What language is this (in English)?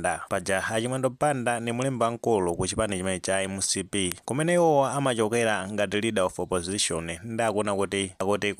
Nyanja